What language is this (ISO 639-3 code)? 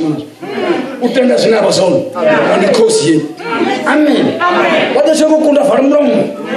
ven